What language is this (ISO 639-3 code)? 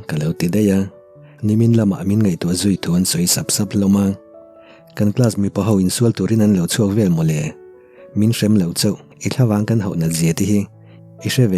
lus